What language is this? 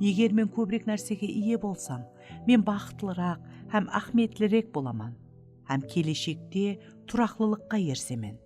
Kara-Kalpak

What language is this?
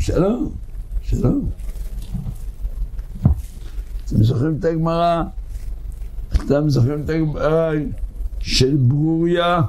Hebrew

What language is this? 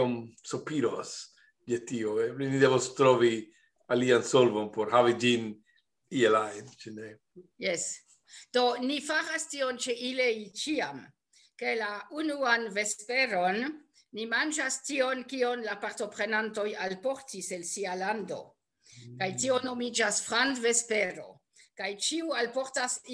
Esperanto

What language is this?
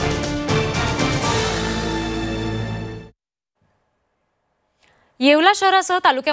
Marathi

